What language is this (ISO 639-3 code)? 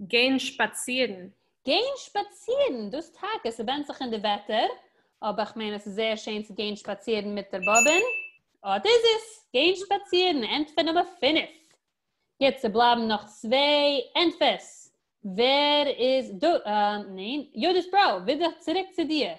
yid